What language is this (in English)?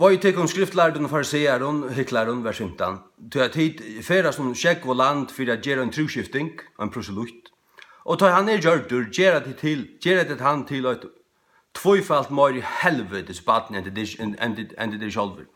Faroese